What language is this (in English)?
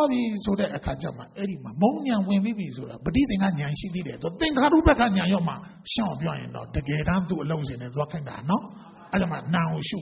Burmese